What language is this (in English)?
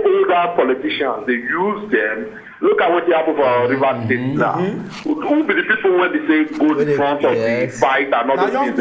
Nigerian Pidgin